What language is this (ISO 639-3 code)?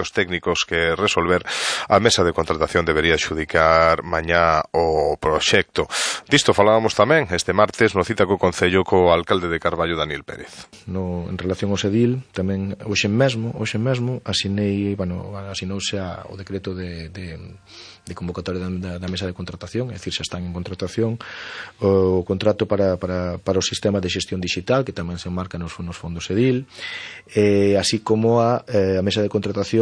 glg